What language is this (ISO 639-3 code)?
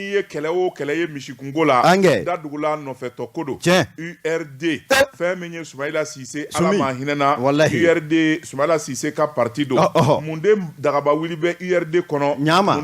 bam